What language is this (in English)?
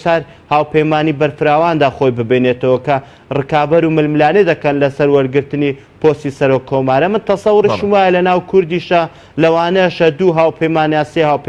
Central Kurdish